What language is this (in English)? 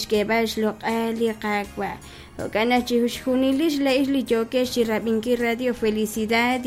Kekchí